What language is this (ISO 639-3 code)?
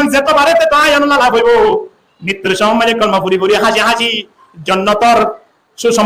rhg